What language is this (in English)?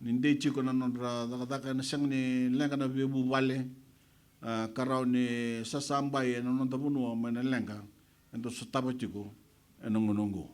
Fijian